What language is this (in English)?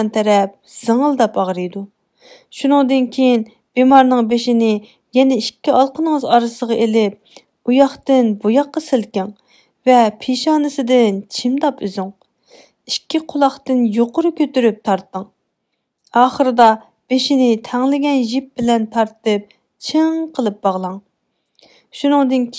Uyghur